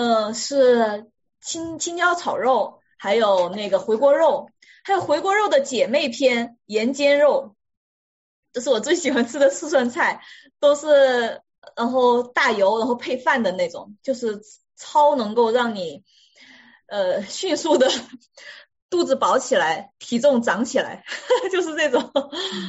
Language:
Chinese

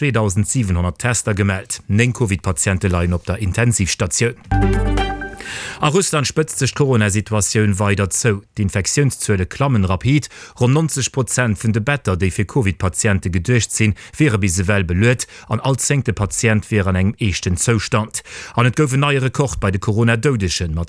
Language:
Luxembourgish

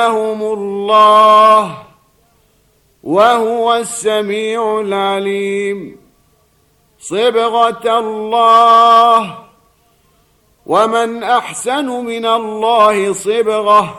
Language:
Arabic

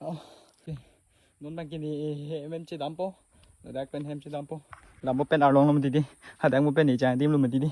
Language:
Karbi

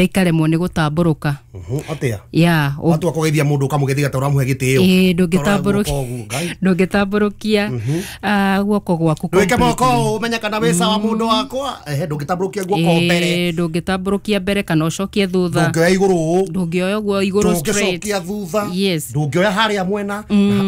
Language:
Kikuyu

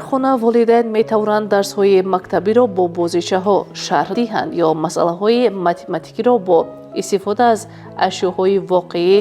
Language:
Tajik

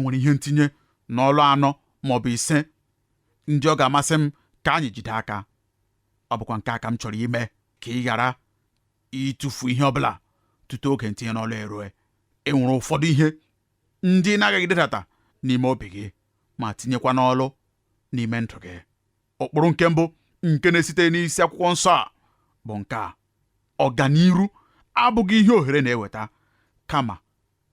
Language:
Igbo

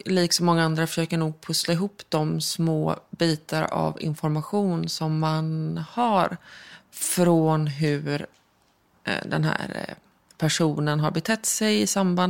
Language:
Swedish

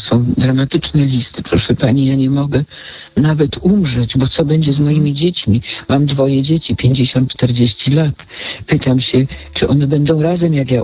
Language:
Polish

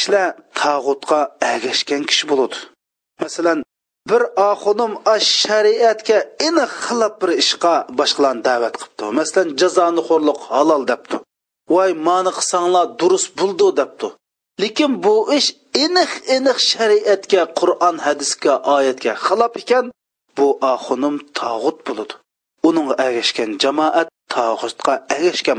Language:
Uyghur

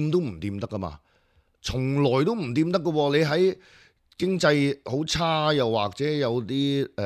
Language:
Cantonese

